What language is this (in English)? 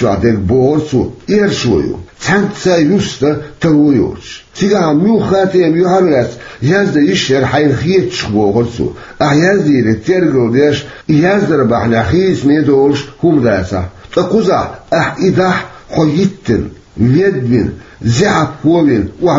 Chechen